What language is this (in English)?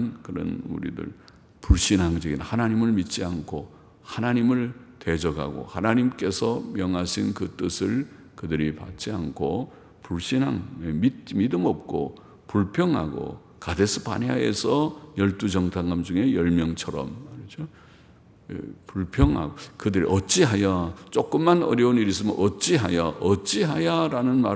Korean